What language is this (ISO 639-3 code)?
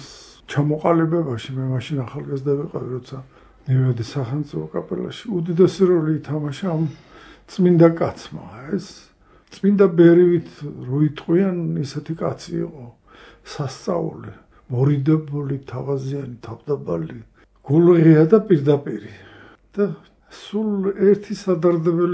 kat